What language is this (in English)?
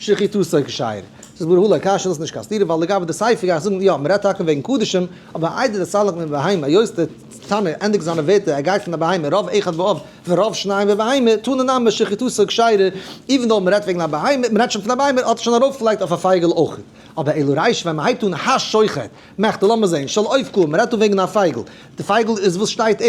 Yiddish